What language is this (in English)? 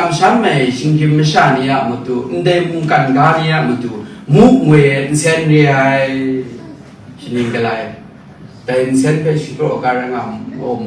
Kachin